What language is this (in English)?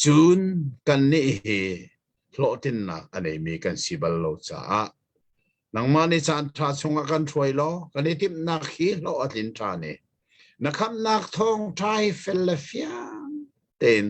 Hakha Chin